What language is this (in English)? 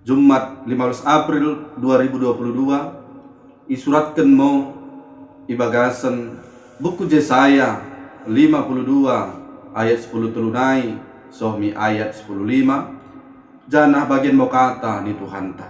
Batak Dairi